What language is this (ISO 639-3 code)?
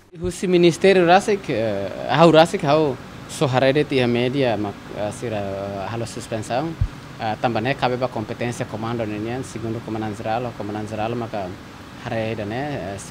tet